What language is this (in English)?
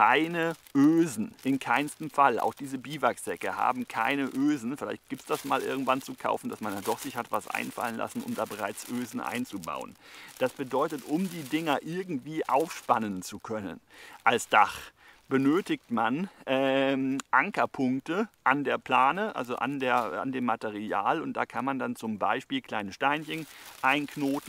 German